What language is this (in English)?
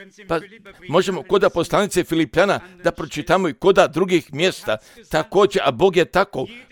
Croatian